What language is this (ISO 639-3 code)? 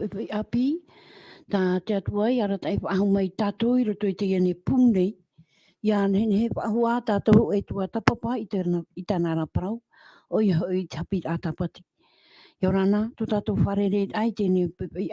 tah